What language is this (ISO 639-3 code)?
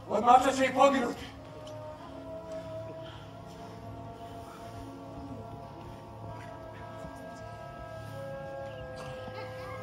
hrv